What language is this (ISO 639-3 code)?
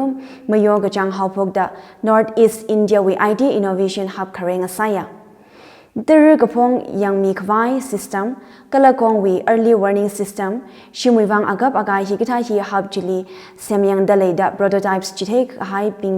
nmf